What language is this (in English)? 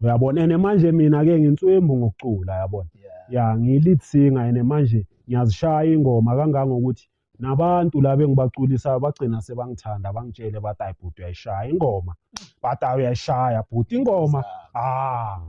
Zulu